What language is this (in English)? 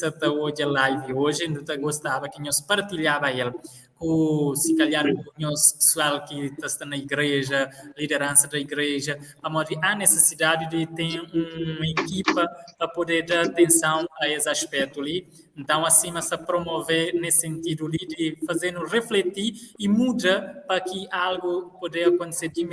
Kabuverdianu